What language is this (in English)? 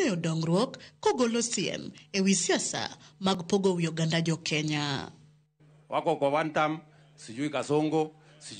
Luo (Kenya and Tanzania)